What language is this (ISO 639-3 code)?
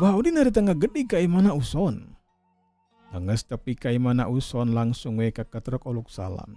sun